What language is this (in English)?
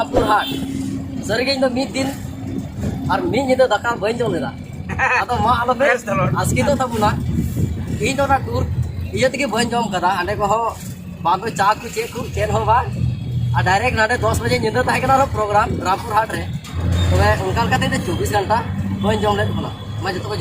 Santali